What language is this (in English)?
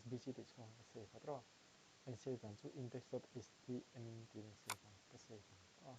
Mizo